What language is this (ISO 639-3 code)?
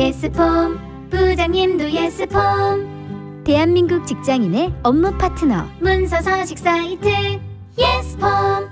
kor